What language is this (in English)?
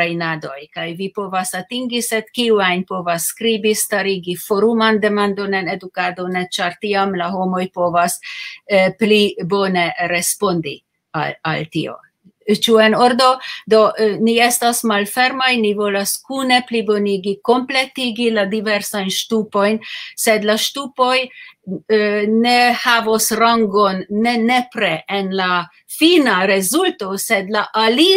Esperanto